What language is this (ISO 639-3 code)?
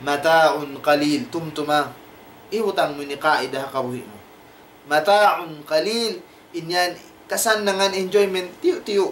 tsg